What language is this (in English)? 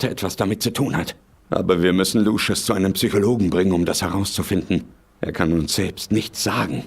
Bavarian